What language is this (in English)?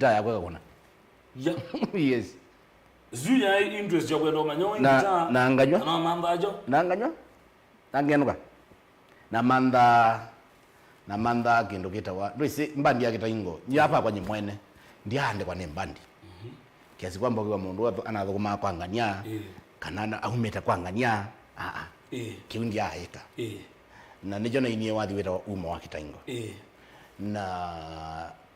Kamba